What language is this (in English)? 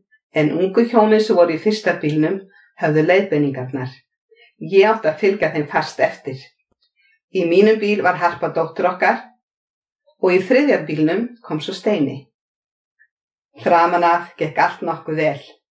Icelandic